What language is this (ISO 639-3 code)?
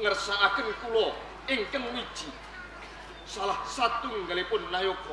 jav